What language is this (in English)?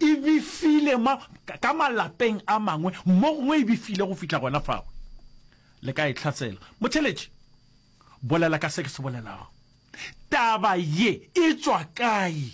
Northern Sotho